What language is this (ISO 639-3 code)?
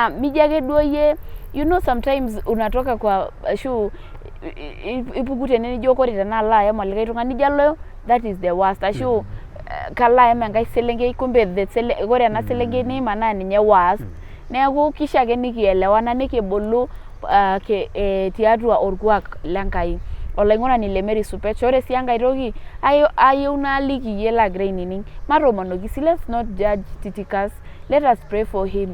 mas